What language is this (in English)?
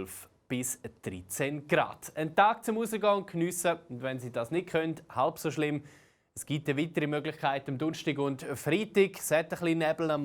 Swiss German